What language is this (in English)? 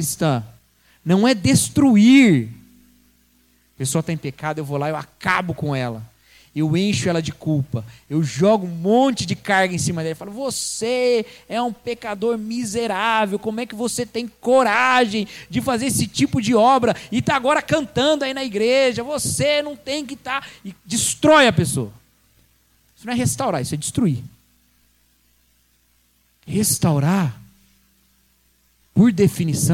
Portuguese